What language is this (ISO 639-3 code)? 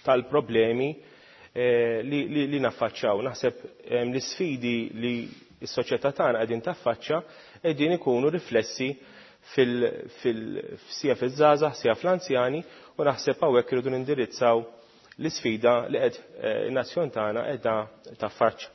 mlt